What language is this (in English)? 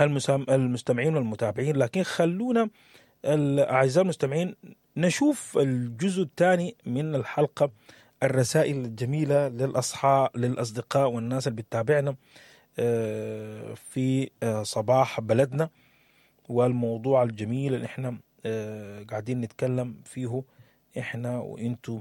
Sudanese Arabic